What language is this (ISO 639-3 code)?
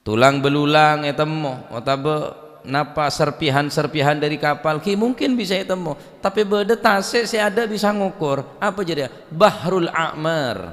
mad